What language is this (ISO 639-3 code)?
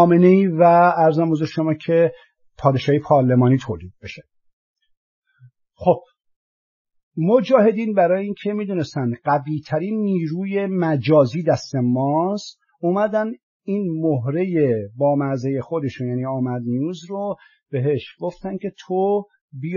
fas